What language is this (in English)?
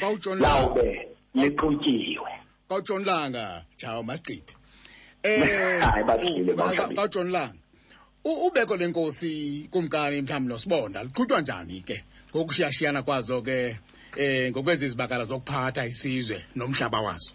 Xhosa